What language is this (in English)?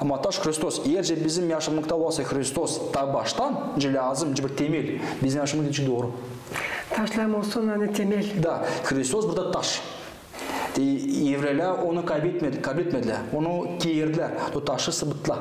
Gagauz